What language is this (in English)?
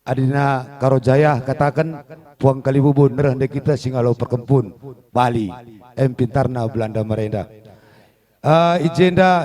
Batak Karo